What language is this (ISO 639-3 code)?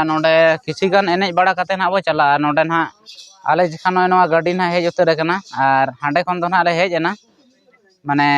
sat